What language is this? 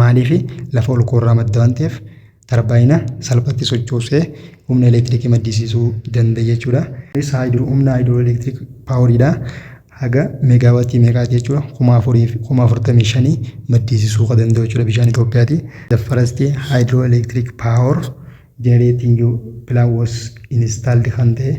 Oromo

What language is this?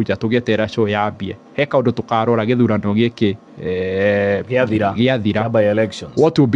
Kikuyu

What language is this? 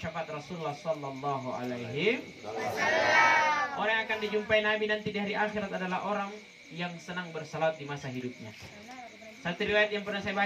Makasar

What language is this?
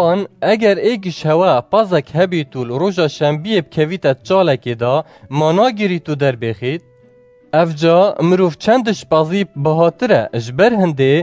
Kurdish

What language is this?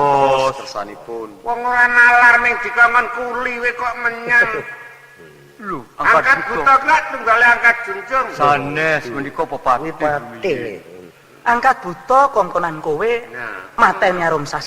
Javanese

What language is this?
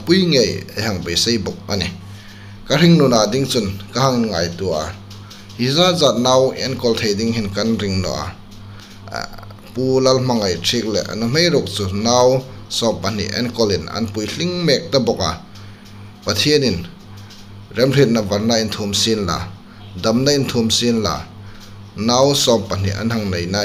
Hmar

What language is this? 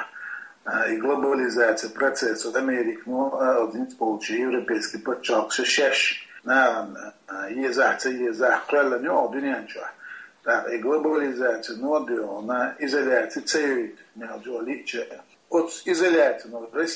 Chechen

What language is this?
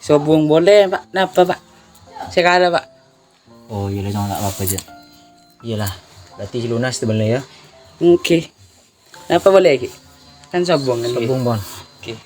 Madurese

